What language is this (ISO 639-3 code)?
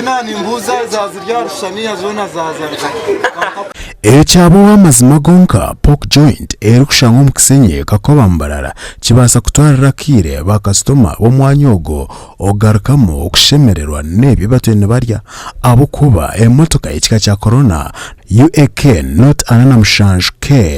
nyn